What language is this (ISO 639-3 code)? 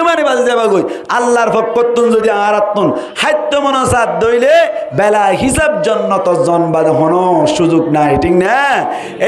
rhg